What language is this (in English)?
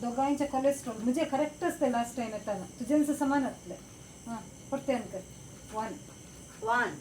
Konkani